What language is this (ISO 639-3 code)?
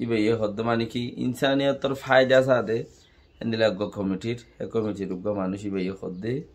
rhg